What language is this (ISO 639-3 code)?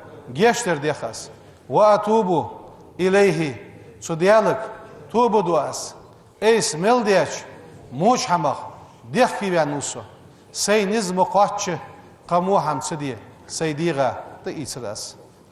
inh